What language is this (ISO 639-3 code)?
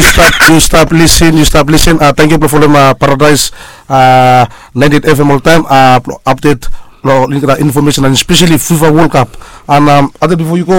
bis